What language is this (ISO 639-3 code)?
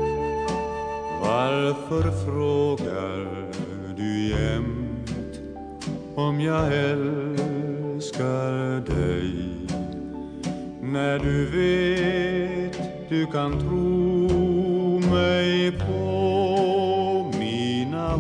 swe